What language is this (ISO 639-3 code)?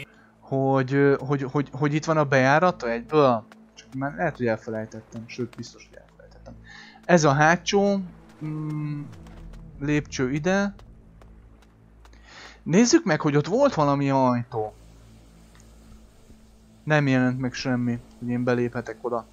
hun